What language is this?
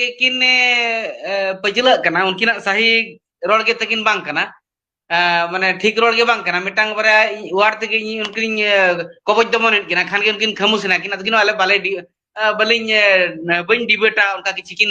Santali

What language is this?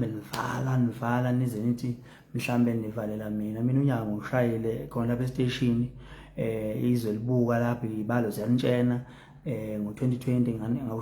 Zulu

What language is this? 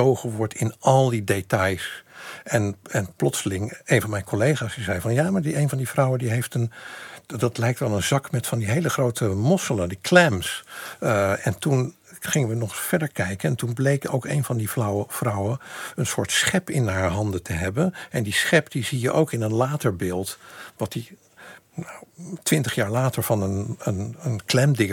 Dutch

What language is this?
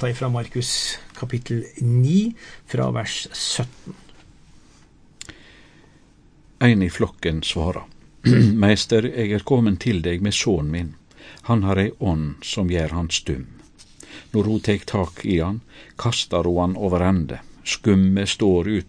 Norwegian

